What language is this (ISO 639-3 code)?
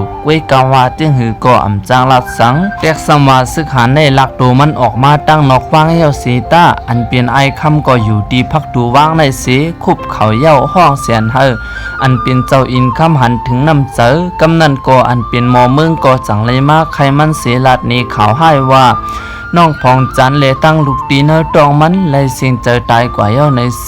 shn